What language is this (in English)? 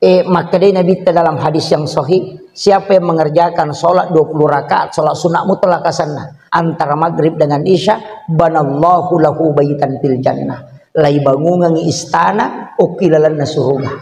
Buginese